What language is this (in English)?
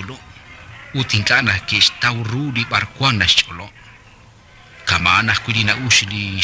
Kekchí